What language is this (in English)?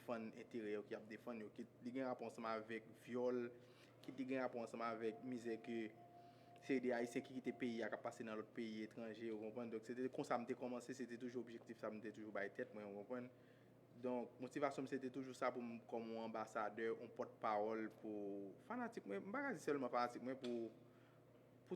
Haitian Creole